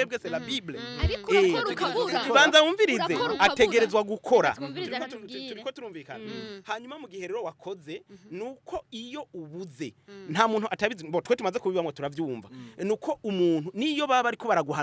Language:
Rundi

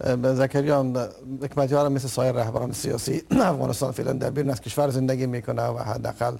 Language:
Persian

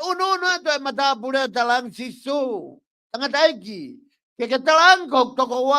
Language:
Tongan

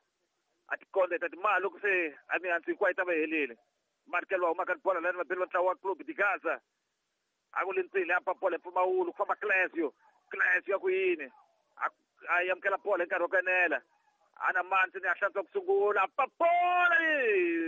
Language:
Tsonga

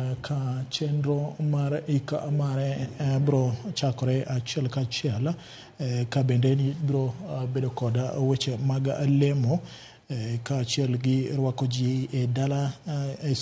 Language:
Luo (Kenya and Tanzania)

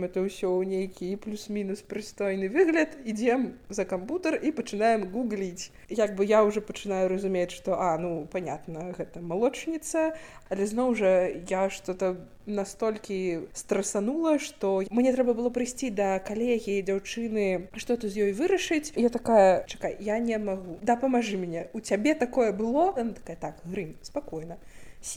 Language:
Belarusian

